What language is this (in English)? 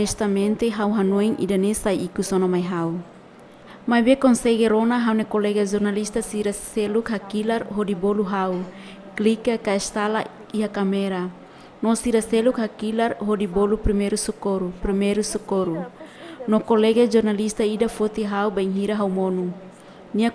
Tetum